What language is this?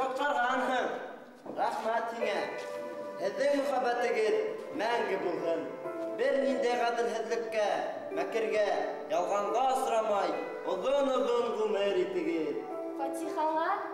Bashkir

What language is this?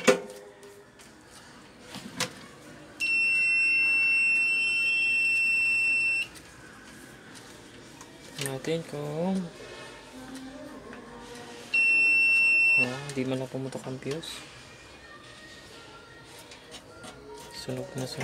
Filipino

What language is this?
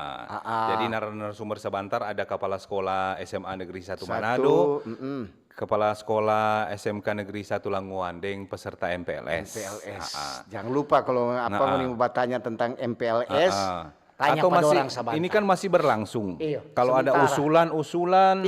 Manado Malay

